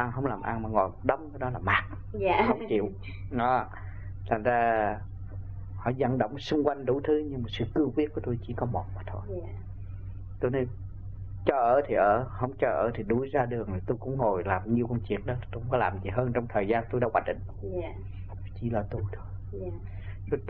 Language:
Vietnamese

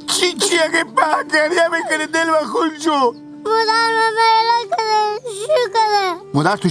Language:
Hazaragi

